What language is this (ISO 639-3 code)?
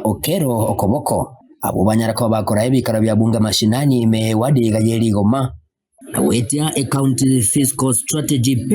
guz